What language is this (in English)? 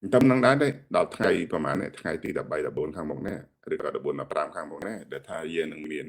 Khmer